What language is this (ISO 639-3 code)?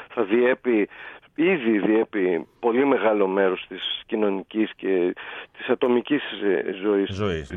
ell